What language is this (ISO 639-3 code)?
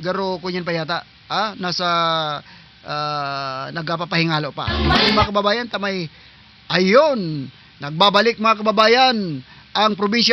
bln